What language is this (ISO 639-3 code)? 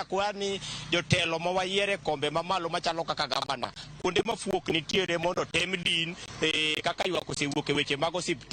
luo